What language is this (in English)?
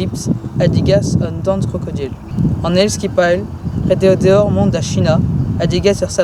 Breton